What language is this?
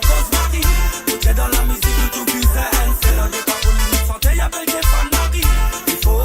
Morisyen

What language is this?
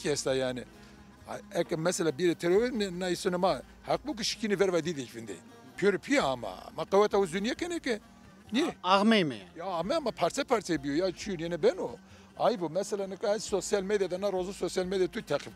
Zaza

